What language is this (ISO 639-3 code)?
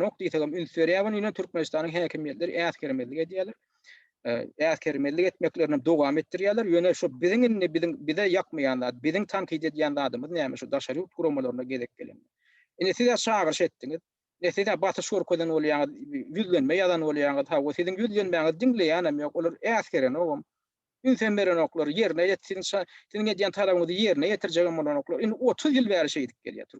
tuk